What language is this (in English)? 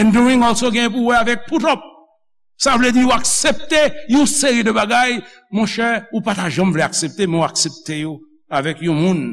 Haitian Creole